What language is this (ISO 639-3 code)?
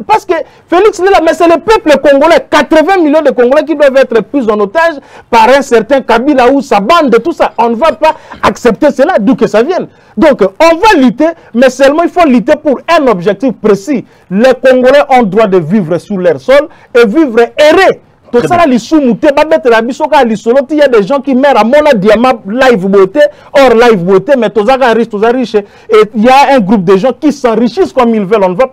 fra